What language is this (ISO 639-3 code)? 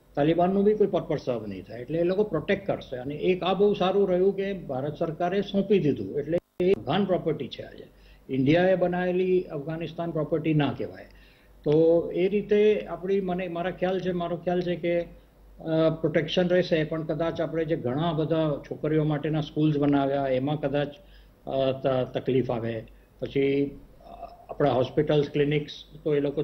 guj